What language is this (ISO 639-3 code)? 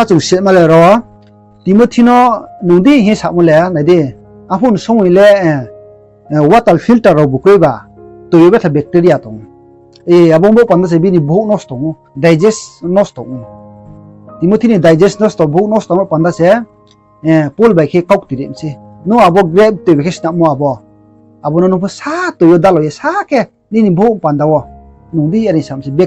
ria